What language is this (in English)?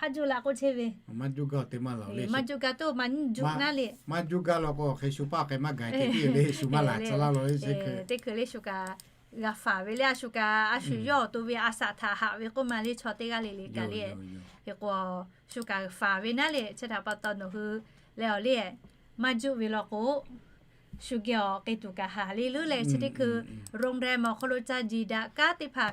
Lahu